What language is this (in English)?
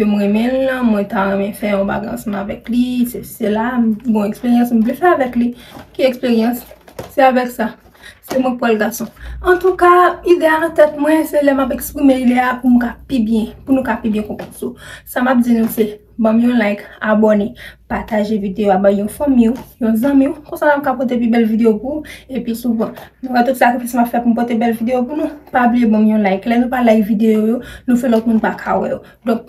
Haitian Creole